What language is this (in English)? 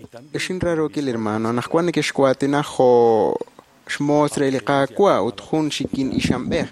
Kekchí